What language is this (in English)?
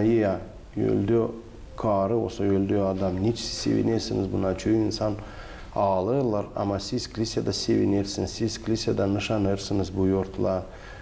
Gagauz